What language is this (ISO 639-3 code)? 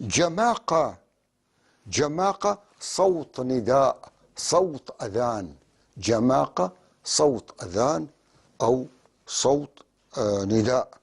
apc